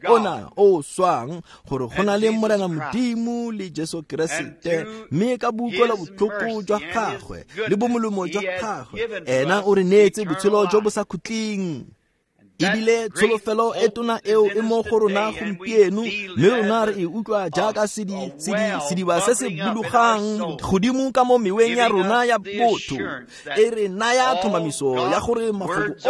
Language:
Tswana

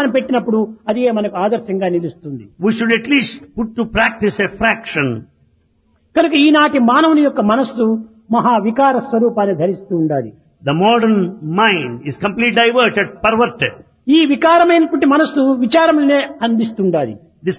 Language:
Telugu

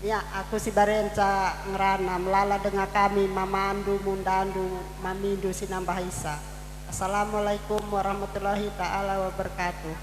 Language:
Batak Karo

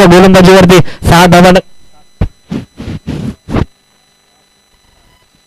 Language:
Marathi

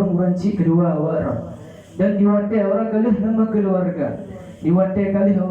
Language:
Achinese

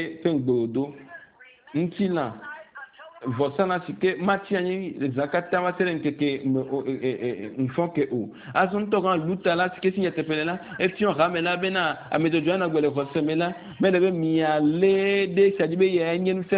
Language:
Ewe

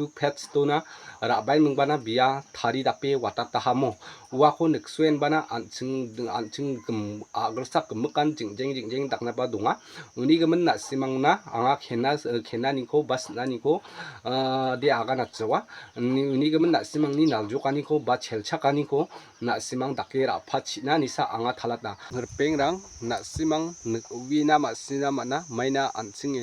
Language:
Garo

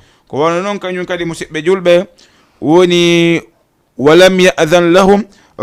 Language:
Fula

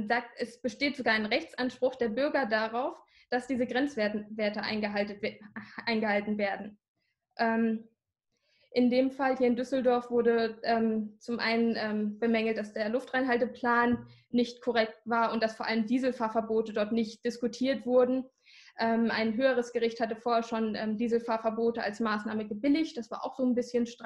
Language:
German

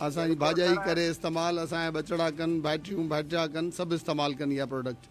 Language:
Sindhi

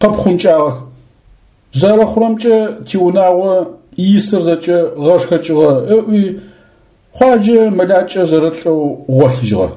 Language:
Adyghe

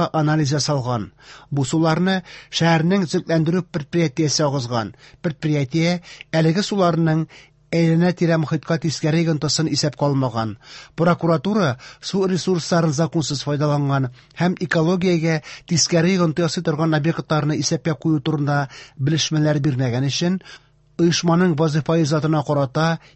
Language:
Tatar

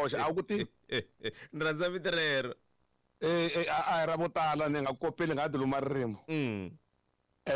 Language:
Tsonga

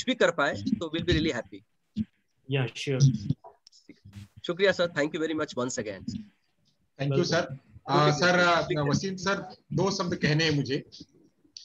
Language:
Hindi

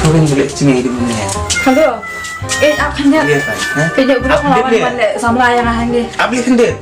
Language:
Khasi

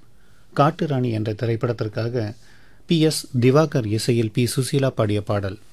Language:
Tamil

